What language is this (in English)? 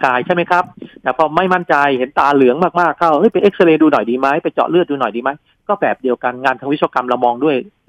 Thai